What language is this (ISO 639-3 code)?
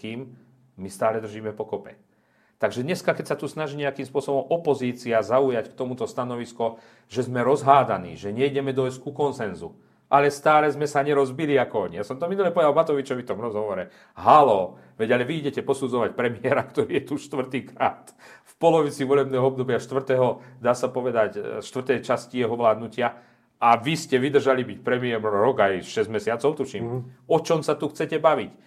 slk